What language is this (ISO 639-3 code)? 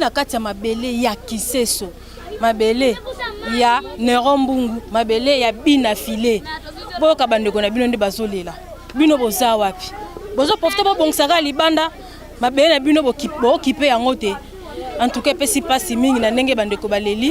lin